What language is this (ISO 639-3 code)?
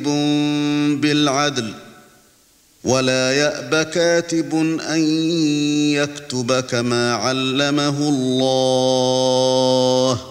ara